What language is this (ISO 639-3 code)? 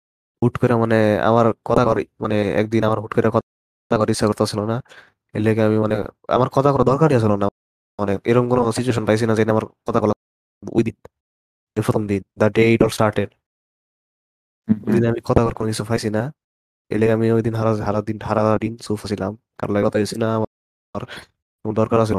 ben